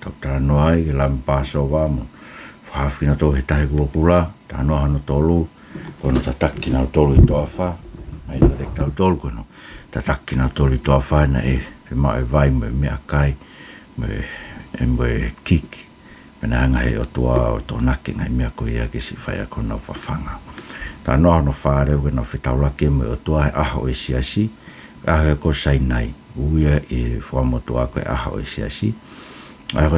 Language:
Tongan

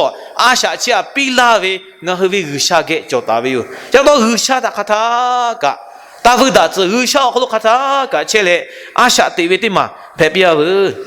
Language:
Lahu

